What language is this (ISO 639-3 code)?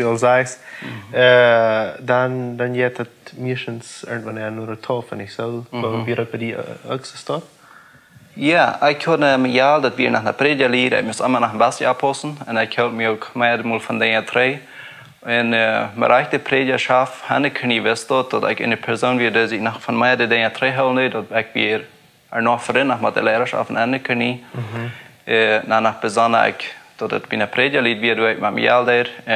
pdt